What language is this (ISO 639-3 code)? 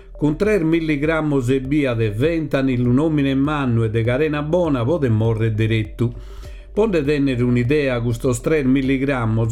srd